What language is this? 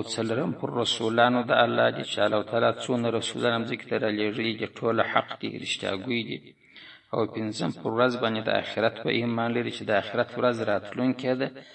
Pashto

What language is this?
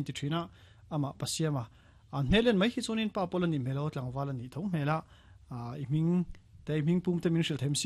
Mizo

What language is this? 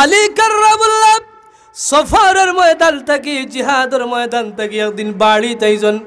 Sylheti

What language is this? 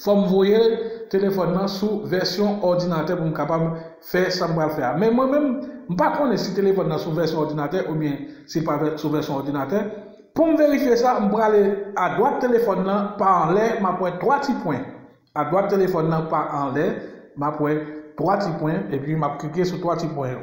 Haitian Creole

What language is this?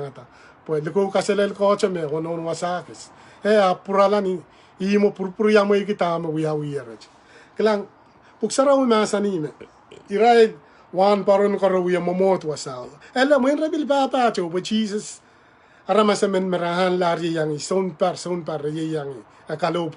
Pohnpeian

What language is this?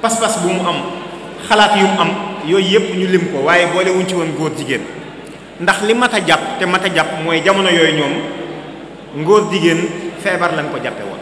Wolof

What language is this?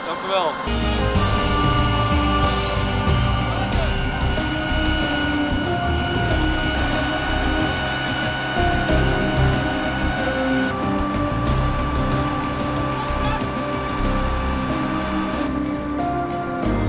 Dutch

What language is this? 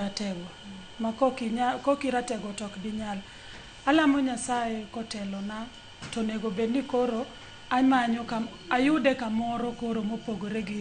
Luo (Kenya and Tanzania)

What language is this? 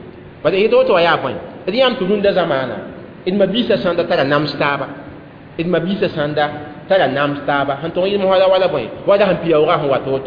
Mossi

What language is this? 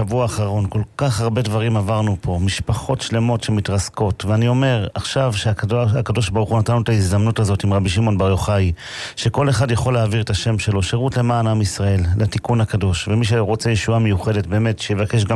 Hebrew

